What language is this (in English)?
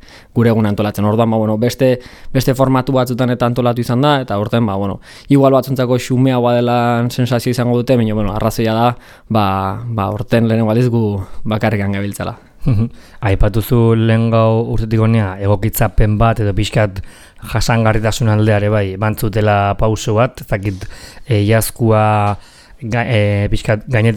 Basque